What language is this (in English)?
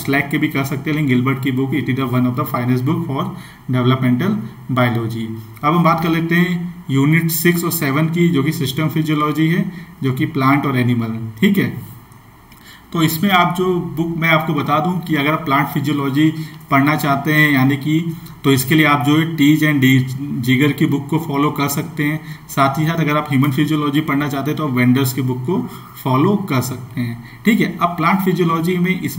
Hindi